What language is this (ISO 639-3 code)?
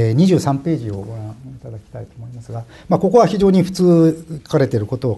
jpn